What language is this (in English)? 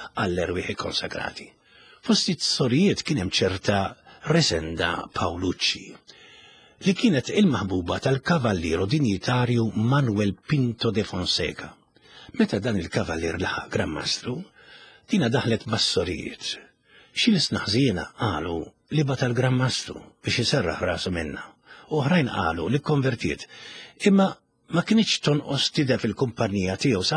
Maltese